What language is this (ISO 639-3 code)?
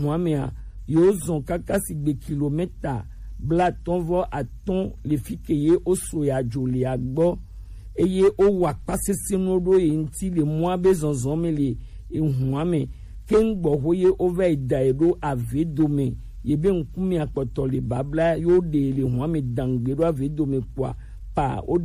gej